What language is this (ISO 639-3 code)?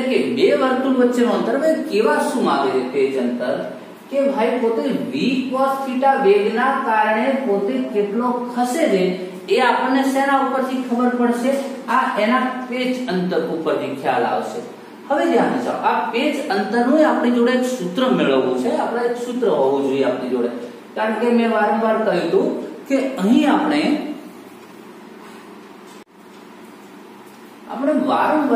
guj